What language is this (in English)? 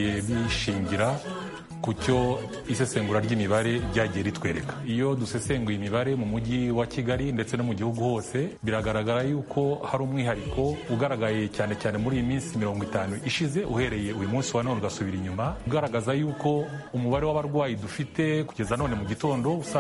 Kinyarwanda